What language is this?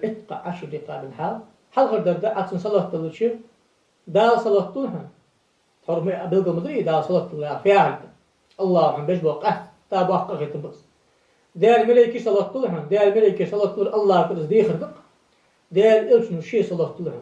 Ingush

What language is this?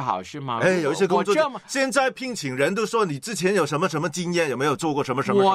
Chinese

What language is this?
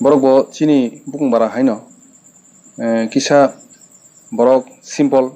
Kok Borok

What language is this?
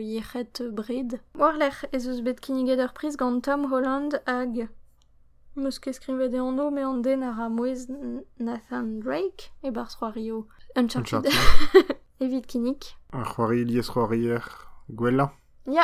Breton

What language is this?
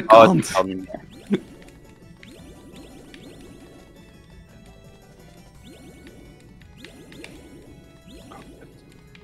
Dutch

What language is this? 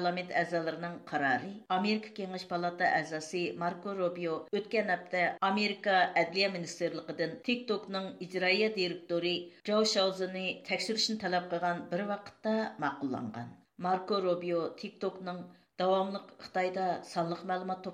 Uyghur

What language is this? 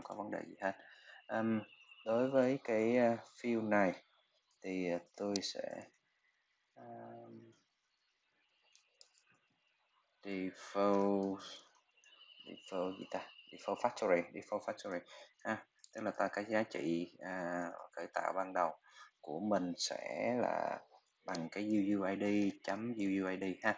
Vietnamese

